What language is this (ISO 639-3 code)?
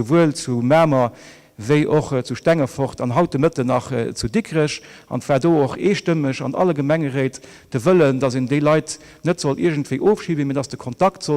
ltz